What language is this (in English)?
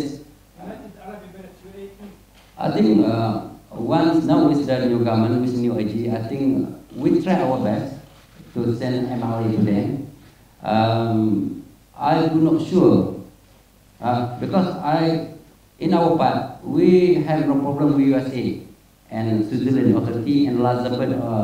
Malay